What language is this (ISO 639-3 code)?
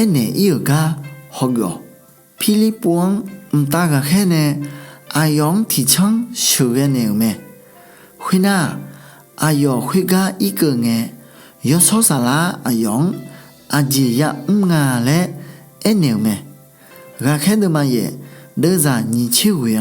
ahk